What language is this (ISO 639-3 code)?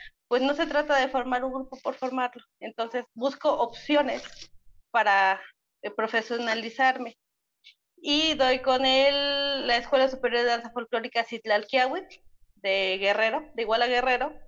spa